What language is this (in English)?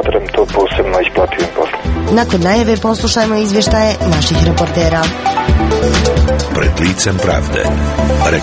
Croatian